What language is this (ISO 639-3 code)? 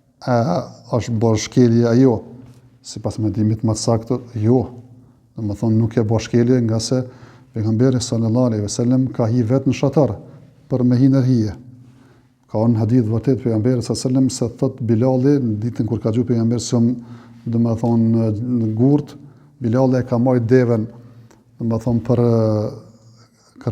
sqi